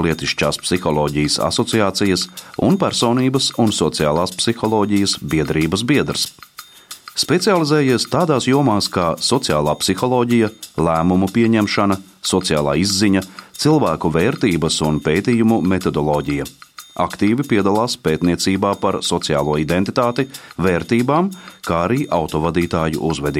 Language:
Latvian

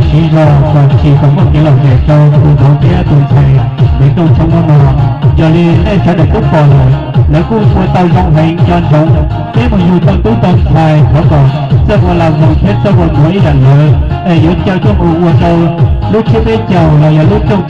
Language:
Hmong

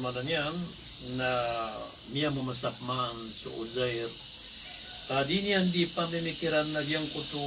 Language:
Maranao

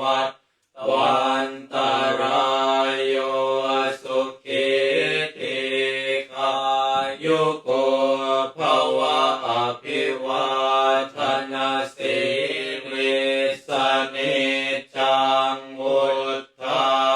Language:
Pali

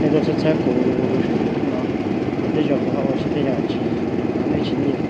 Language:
Hmong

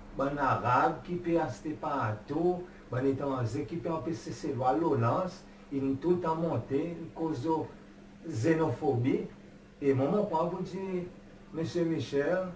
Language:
Seselwa Creole French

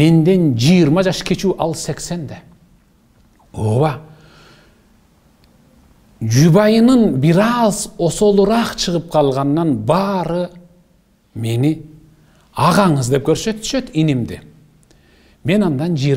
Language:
Kyrgyz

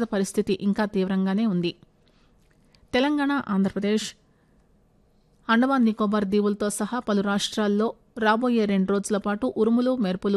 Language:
Telugu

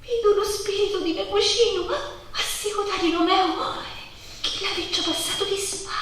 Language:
Sicilian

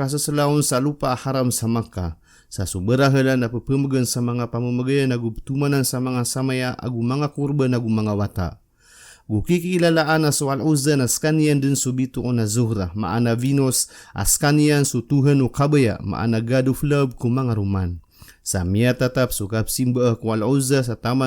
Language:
Maranao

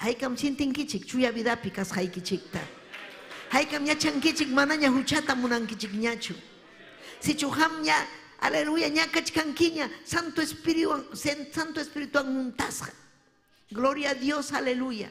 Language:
Ayacucho Quechua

